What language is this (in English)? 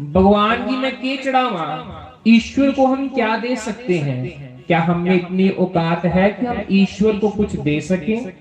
Dogri